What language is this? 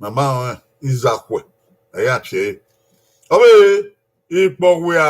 Bini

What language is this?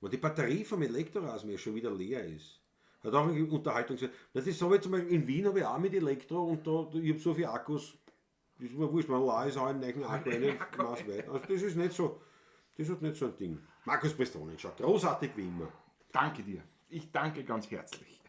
Bavarian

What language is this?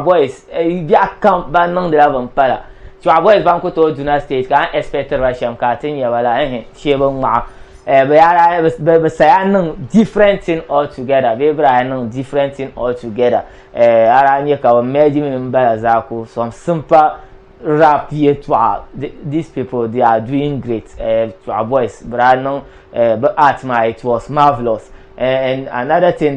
Dagbani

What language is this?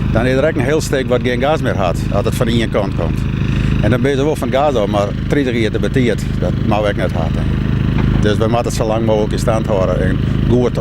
Western Frisian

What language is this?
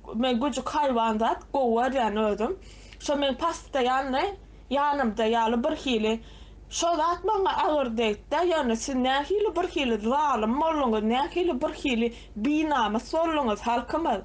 Turkmen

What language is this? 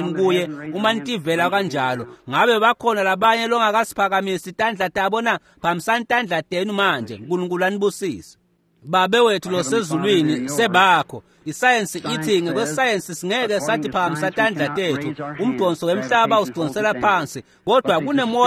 Swati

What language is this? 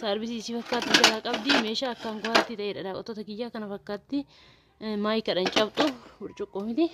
Oromo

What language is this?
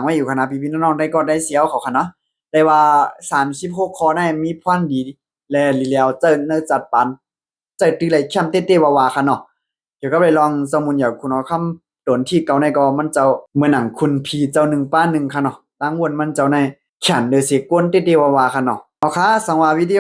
Shan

